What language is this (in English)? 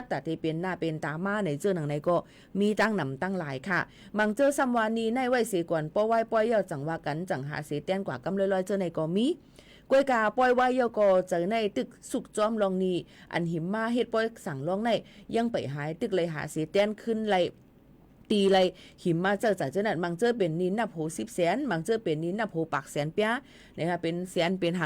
Shan